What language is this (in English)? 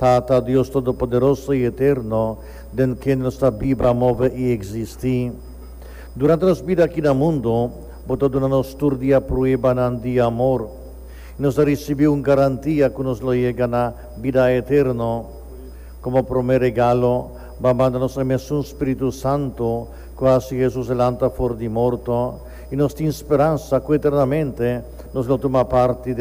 Papiamento